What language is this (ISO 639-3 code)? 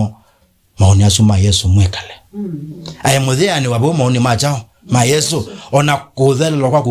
kam